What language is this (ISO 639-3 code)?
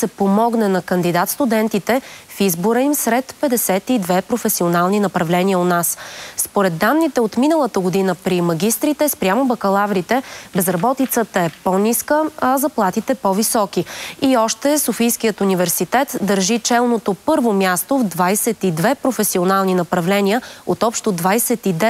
bul